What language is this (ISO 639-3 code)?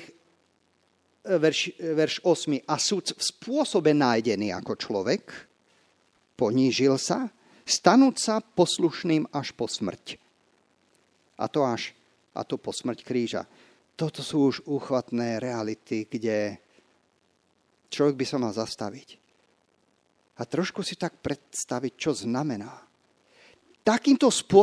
slk